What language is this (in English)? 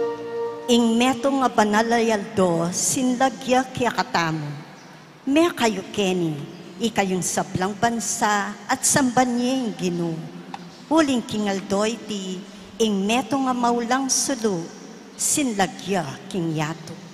Pampanga